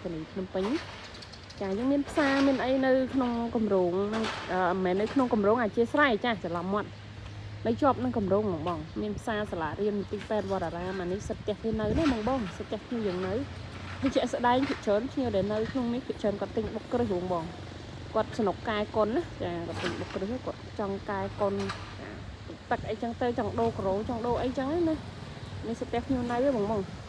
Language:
Khmer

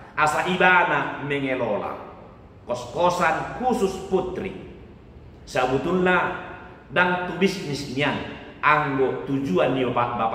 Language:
Batak Toba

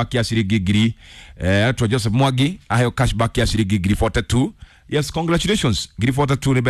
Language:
Kikuyu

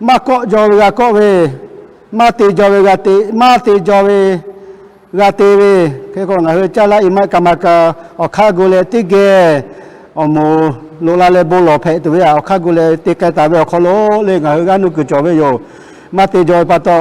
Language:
Lahu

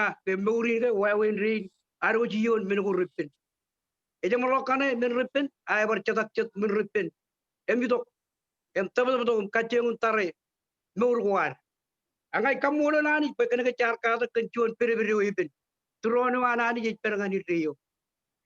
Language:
Marshallese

